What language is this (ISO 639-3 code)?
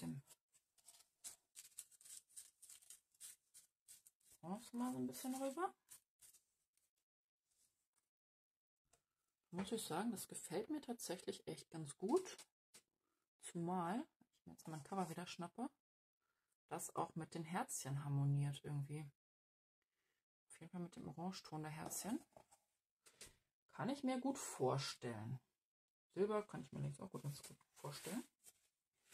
deu